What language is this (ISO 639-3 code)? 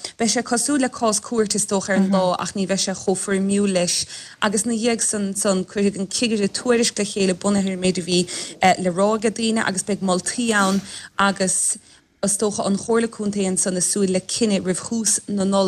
gle